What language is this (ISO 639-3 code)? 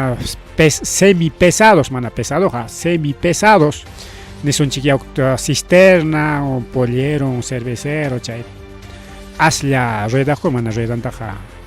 quy